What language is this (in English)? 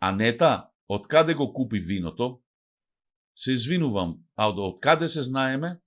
Macedonian